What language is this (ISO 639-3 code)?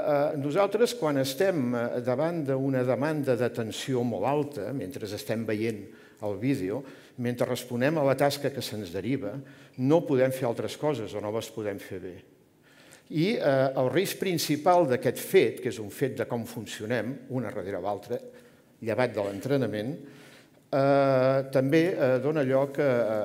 cat